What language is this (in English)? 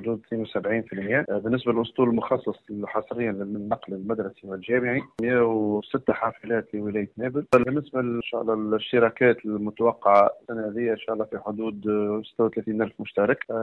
Tunisian Arabic